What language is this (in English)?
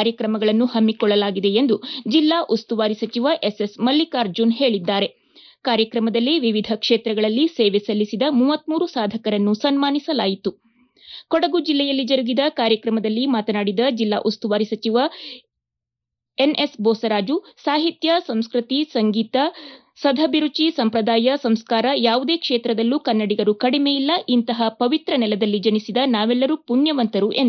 Kannada